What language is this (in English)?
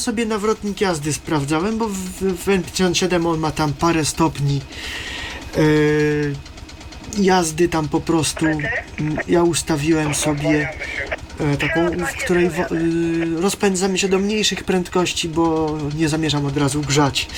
Polish